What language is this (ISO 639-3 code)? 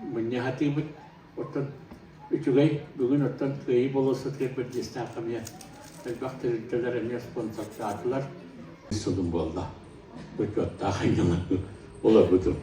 sah